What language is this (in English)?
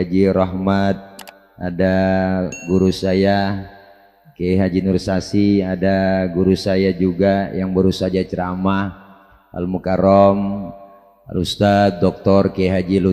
Betawi